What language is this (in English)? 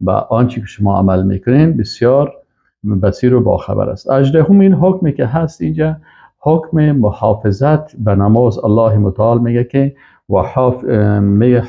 Persian